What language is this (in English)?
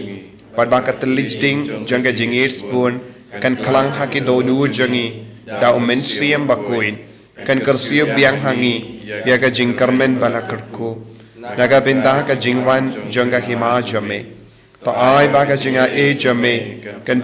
Khasi